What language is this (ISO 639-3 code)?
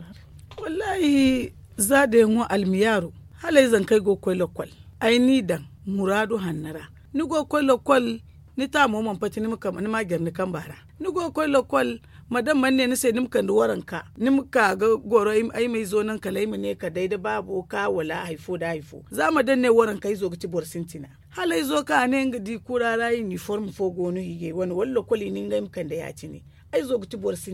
dje